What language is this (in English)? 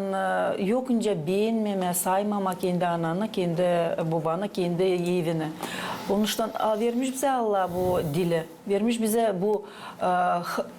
Gagauz